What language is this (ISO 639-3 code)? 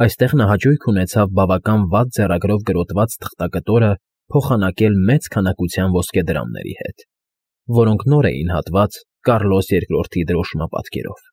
hye